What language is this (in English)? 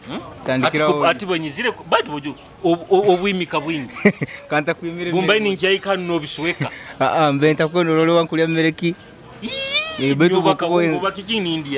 Nyoro